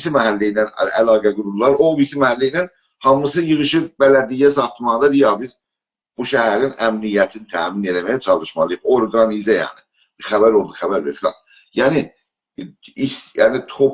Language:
South Azerbaijani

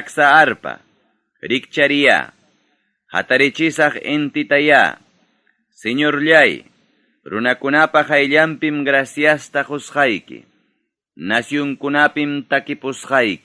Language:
Ayacucho Quechua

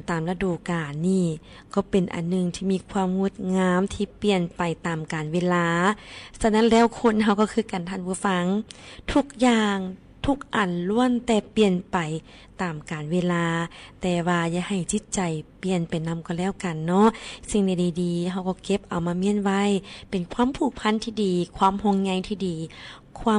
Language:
Lao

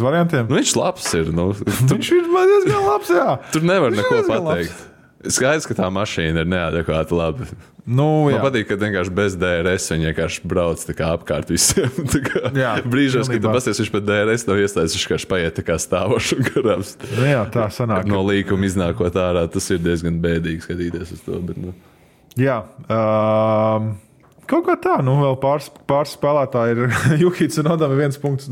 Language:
Latvian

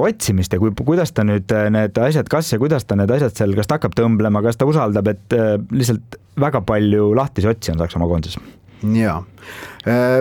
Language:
Estonian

